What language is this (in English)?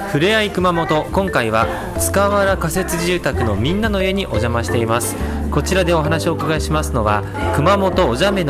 Japanese